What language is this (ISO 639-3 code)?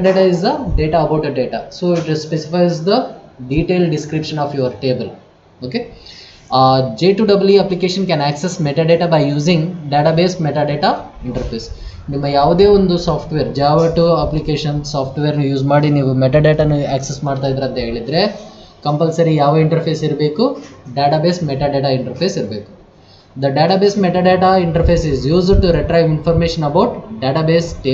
kan